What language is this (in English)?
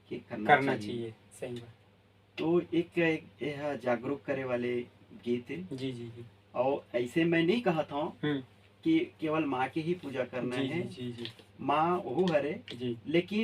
Chhattisgarhi